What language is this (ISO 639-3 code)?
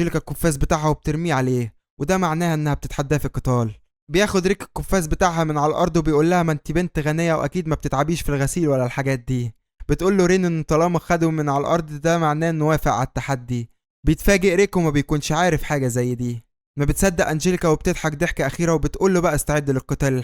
arz